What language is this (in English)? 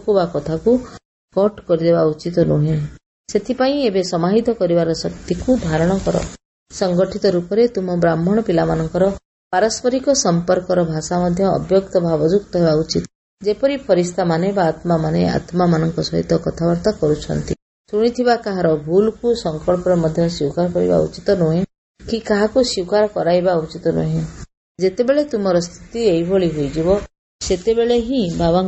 Odia